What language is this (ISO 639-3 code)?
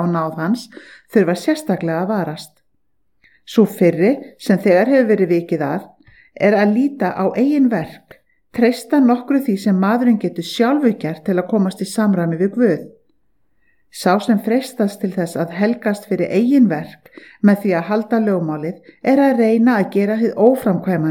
isl